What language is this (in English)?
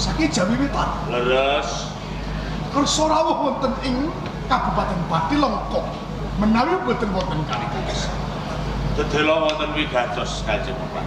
Javanese